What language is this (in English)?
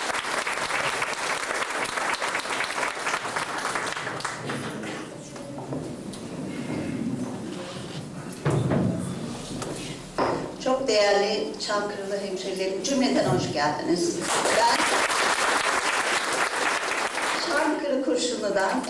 Turkish